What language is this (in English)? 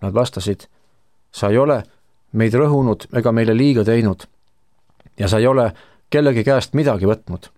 Estonian